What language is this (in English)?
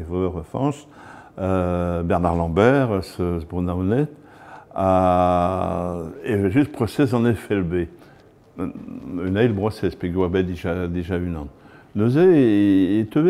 Breton